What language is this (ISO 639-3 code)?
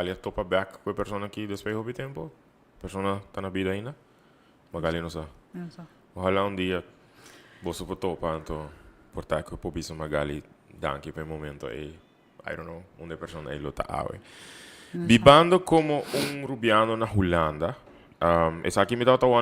pap